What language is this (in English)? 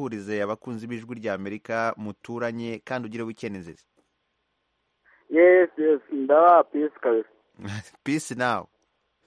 Kinyarwanda